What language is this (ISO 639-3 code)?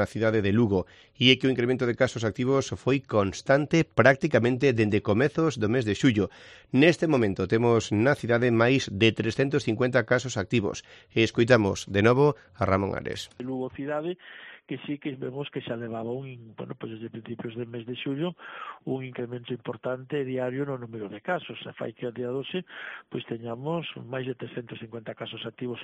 glg